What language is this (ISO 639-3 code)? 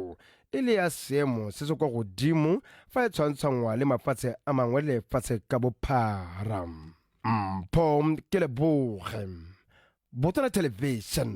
tsn